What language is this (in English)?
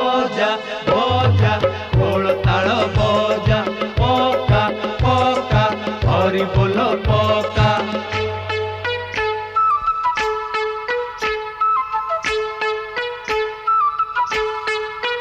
Odia